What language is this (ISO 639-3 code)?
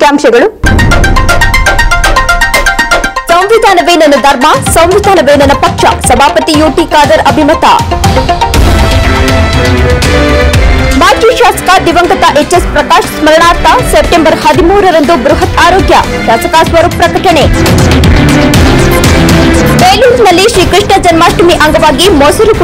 kan